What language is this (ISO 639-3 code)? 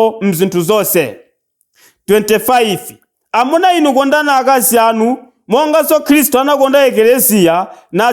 nya